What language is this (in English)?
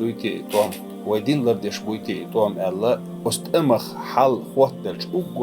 Chechen